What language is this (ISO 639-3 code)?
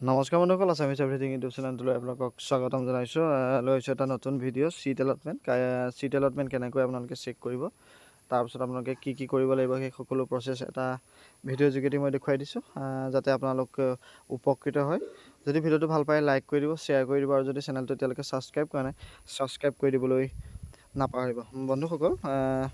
asm